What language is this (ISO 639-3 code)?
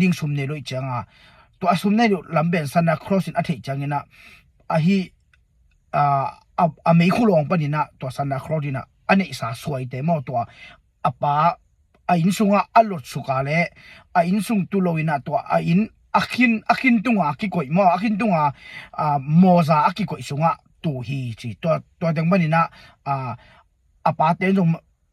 ctd